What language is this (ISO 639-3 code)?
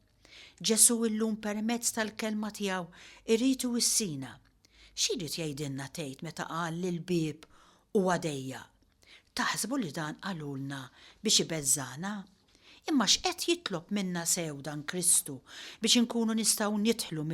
mlt